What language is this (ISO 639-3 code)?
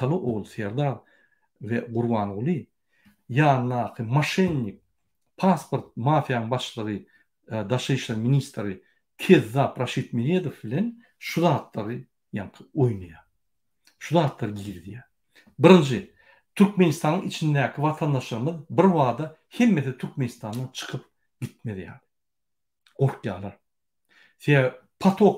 tuk